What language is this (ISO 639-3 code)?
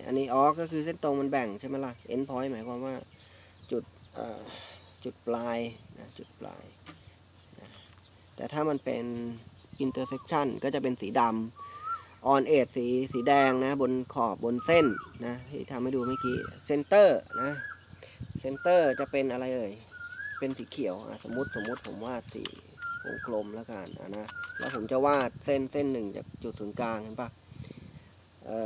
tha